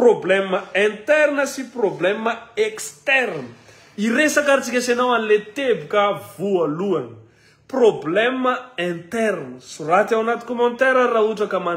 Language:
Malagasy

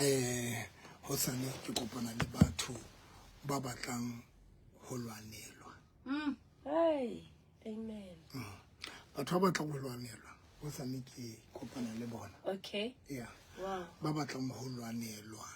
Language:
Southern Sotho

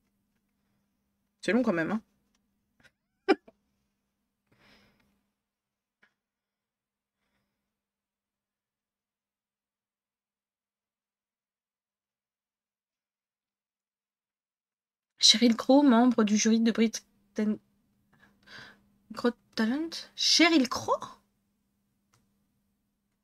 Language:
French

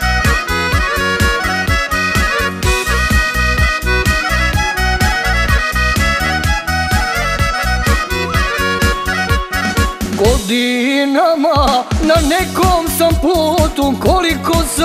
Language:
Croatian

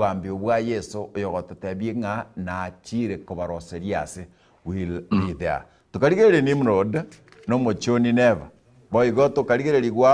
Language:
Gusii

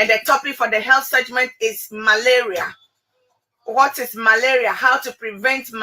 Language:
Ewe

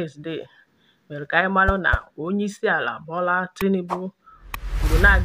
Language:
Igbo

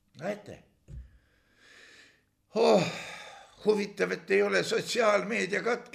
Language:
Estonian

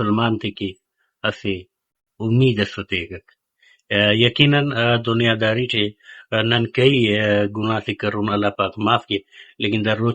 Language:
Brahui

